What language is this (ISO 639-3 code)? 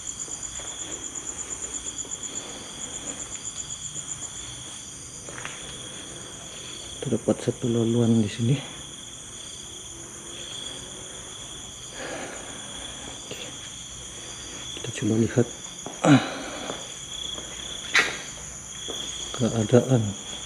msa